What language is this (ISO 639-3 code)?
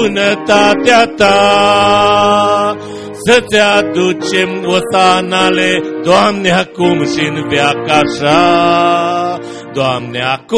ron